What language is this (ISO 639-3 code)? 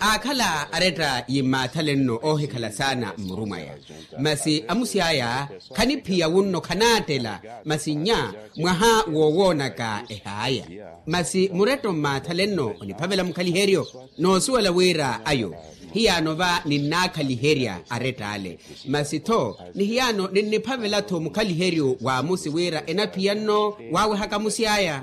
vmw